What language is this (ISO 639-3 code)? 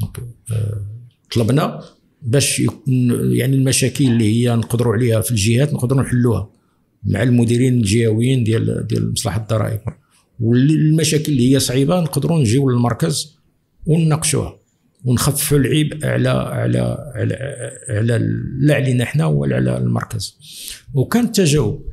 ary